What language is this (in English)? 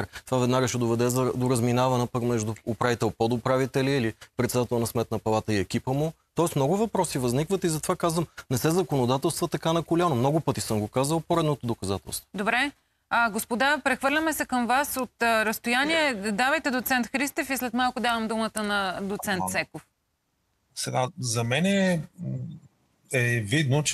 Bulgarian